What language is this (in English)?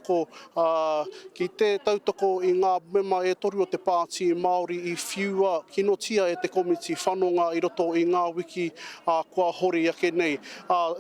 Māori